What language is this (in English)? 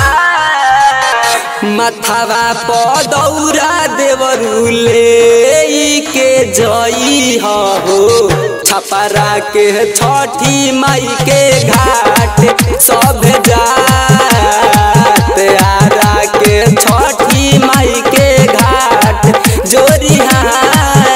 Bhojpuri